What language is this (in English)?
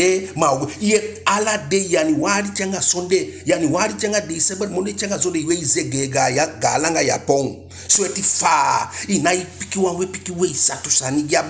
Eastern Maroon Creole